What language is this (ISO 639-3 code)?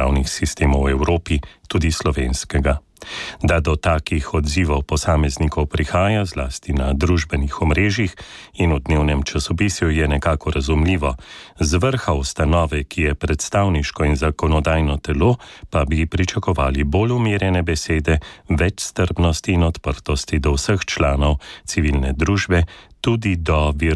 slv